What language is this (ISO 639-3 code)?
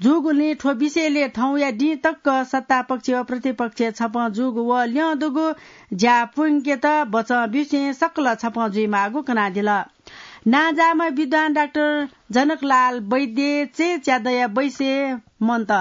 new